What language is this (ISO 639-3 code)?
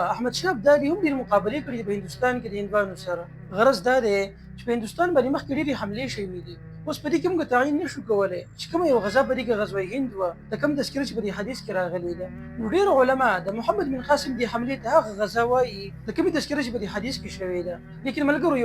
pus